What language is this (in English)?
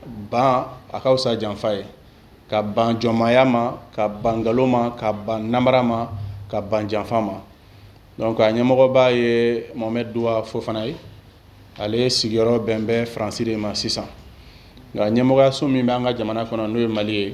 Bambara